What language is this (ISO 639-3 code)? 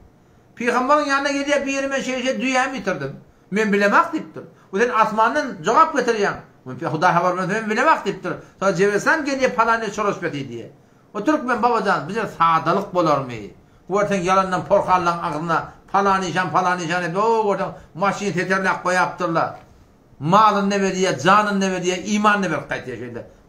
tuk